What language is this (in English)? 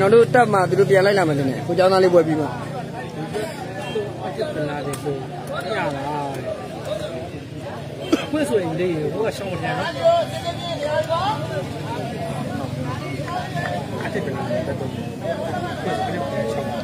Burmese